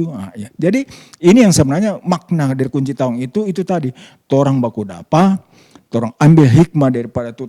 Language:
Manado Malay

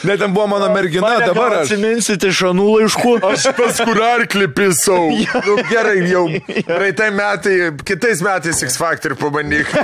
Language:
Lithuanian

